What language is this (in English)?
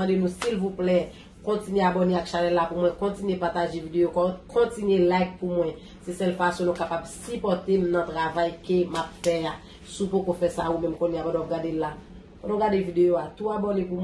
Haitian Creole